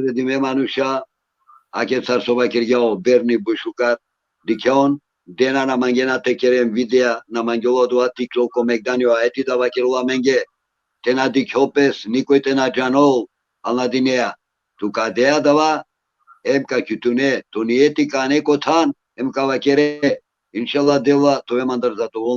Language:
Balkan Romani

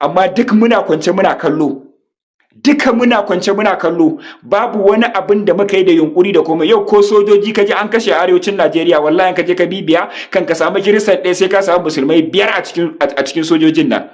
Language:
Hausa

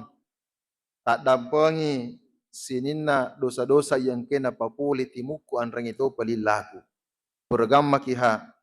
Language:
Buginese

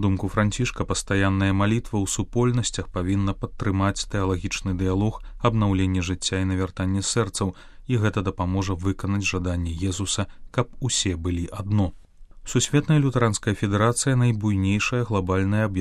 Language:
Belarusian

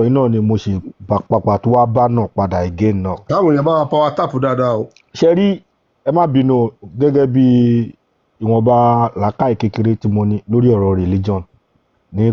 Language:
Yoruba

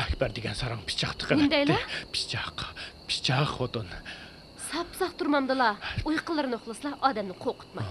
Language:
Uyghur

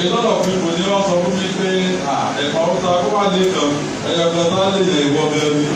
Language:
Yoruba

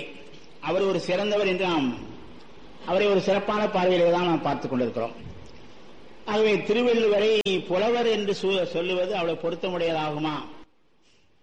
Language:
Tamil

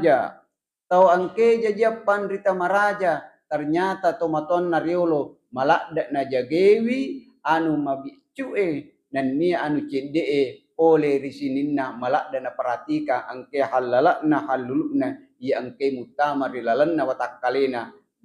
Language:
Buginese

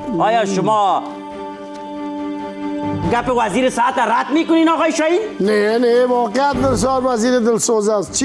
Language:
Persian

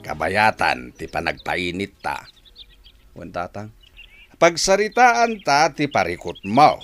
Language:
Iloko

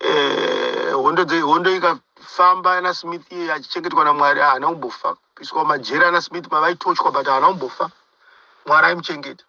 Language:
Shona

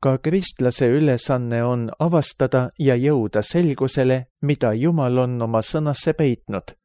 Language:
Estonian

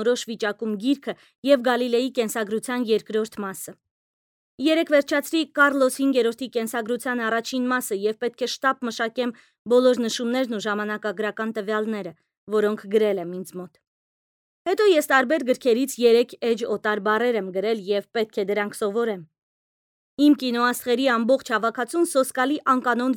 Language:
Armenian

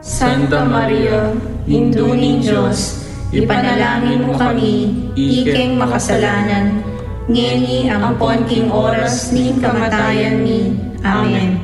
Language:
Pampanga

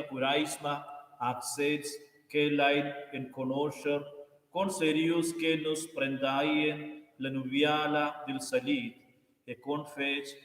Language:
Romansh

